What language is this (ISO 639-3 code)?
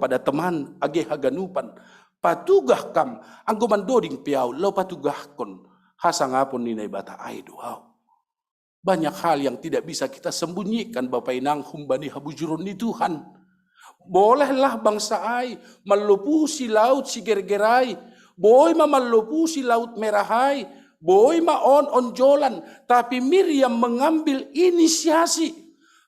bts